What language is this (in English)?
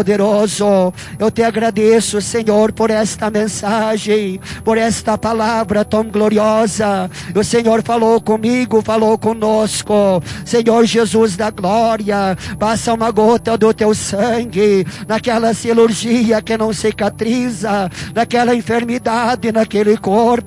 Portuguese